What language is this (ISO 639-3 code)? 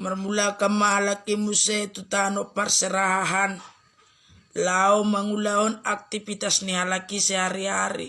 bbc